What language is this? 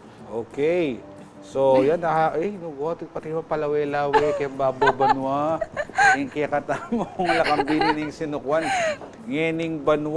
Pampanga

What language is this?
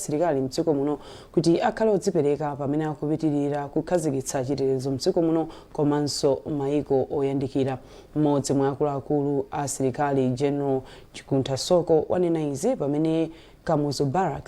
Nyanja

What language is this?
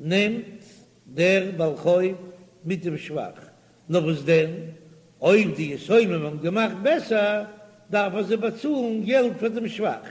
Yiddish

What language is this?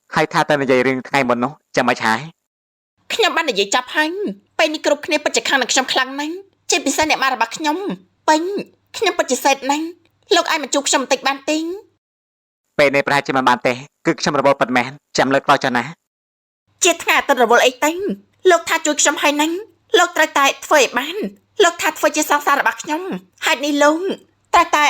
Khmer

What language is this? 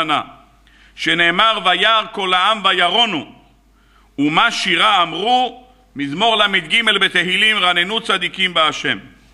Hebrew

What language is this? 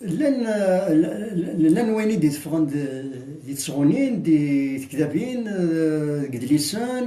Kabyle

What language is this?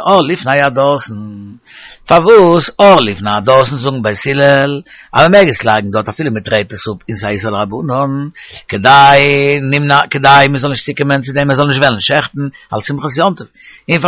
Yiddish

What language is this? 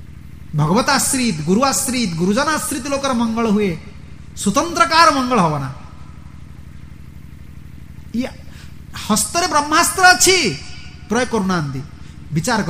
Odia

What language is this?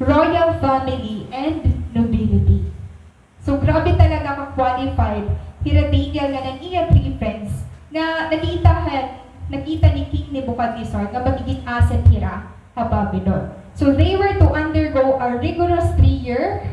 Waray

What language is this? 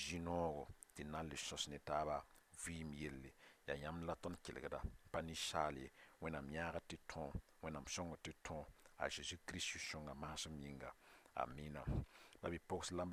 Mossi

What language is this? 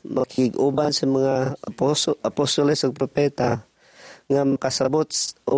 Cebuano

